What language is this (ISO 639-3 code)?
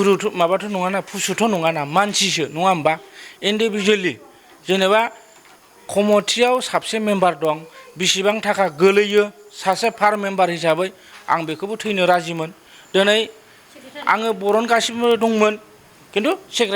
brx